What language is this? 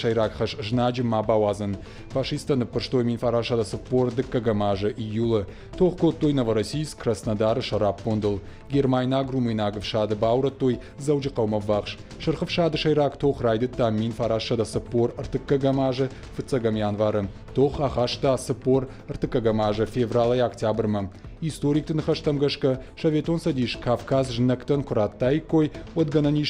Ossetic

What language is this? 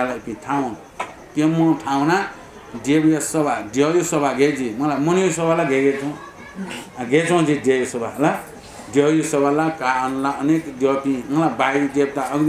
Newari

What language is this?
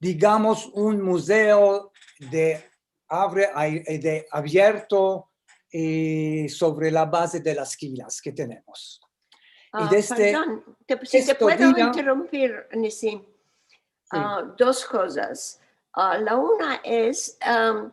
Ladino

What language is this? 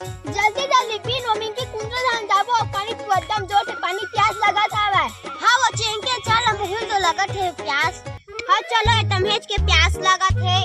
Chhattisgarhi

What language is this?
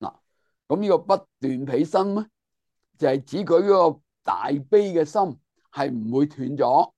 Cantonese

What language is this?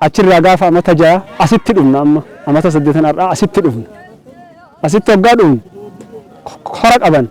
Oromo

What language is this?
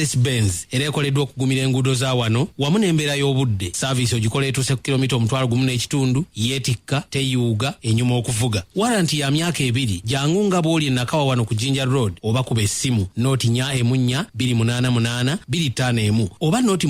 Ganda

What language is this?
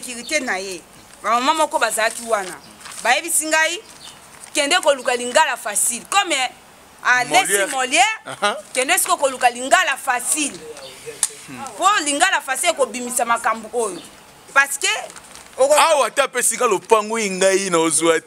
Lingala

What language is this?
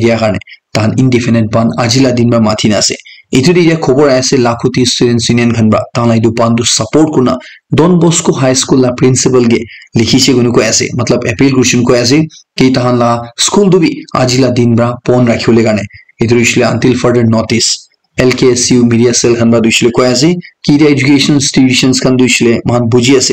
Naga Pidgin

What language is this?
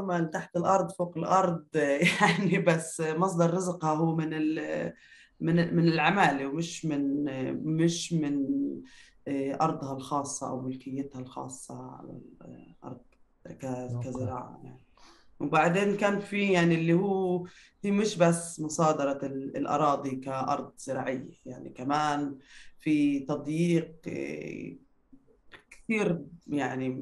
North Levantine Arabic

